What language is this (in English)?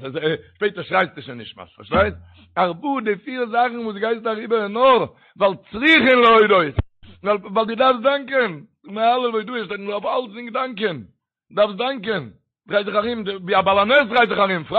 Yiddish